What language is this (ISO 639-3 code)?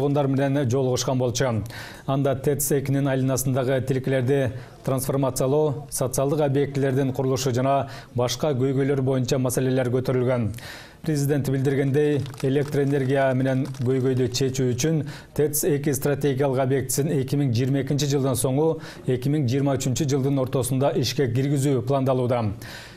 kir